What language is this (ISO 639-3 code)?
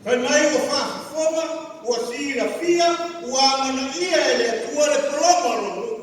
smo